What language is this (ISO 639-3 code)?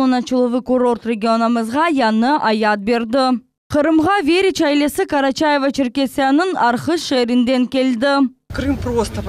crh